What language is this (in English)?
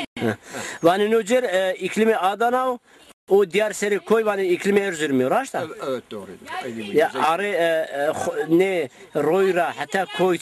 Zaza